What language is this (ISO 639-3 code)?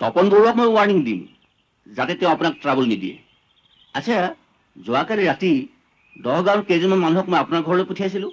asm